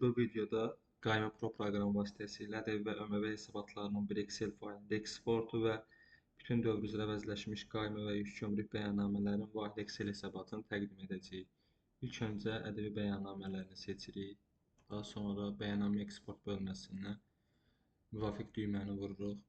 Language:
Azerbaijani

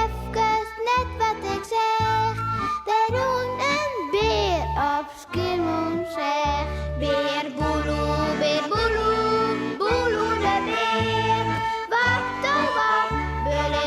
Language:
Western Frisian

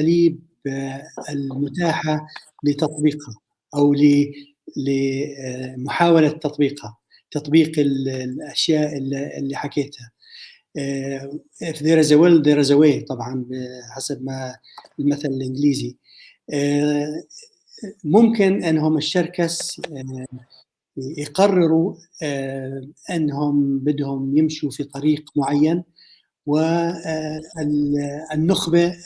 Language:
North Levantine Arabic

